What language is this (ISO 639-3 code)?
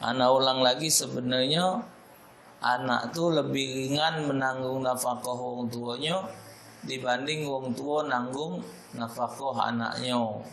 mui